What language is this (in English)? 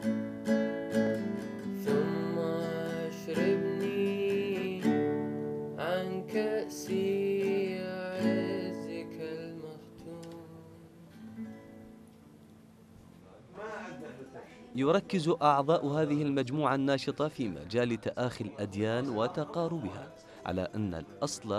Arabic